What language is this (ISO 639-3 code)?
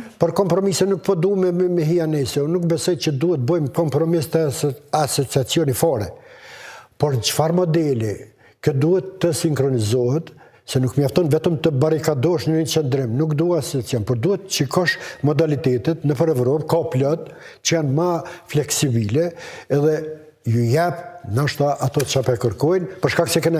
sqi